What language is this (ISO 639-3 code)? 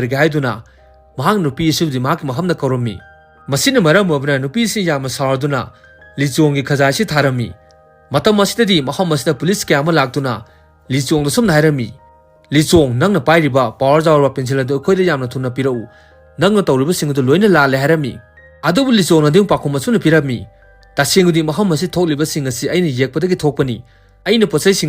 mni